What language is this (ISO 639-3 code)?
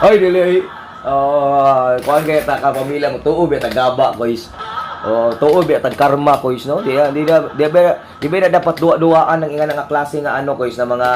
ceb